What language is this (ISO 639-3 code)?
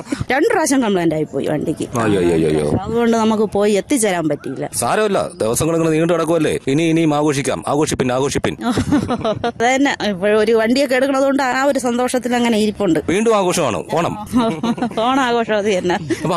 mal